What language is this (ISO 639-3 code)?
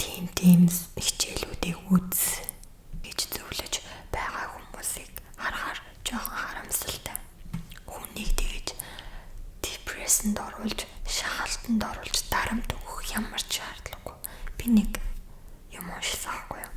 mon